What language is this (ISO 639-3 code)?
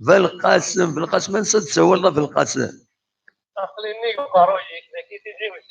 kab